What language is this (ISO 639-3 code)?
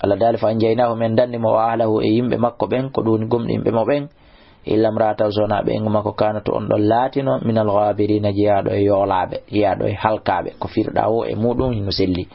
ful